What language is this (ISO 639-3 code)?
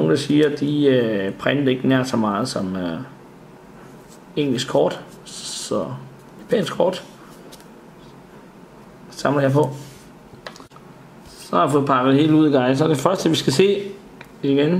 dan